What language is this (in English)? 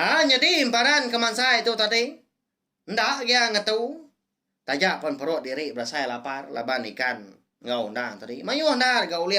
Iban